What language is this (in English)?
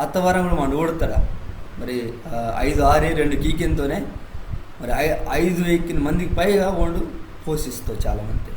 Koya